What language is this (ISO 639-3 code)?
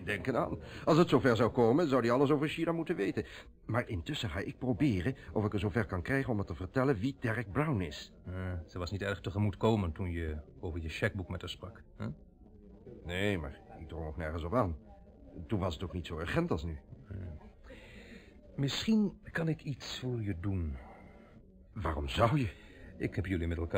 nld